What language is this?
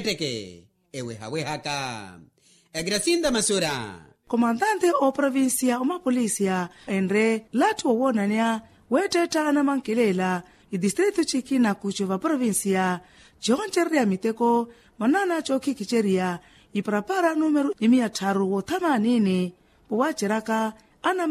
Makhuwa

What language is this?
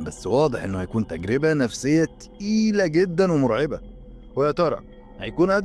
Egyptian Arabic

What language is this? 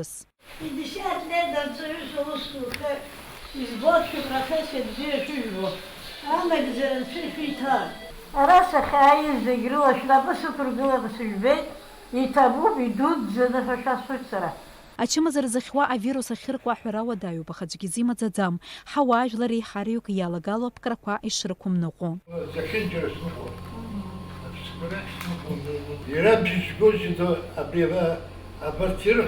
Abkhazian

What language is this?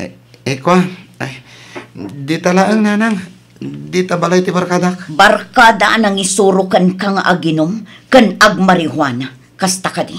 Iloko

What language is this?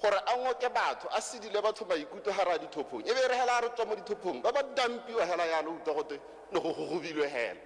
Tswana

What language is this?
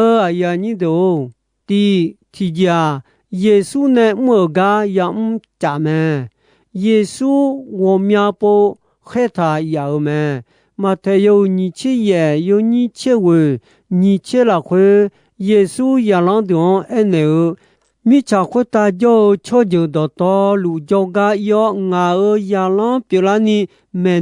Akha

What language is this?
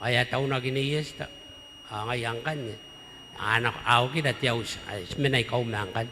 Gilbertese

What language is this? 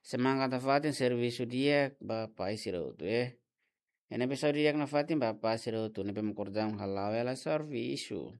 Tetum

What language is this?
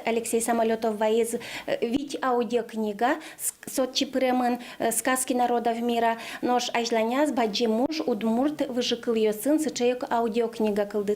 Udmurt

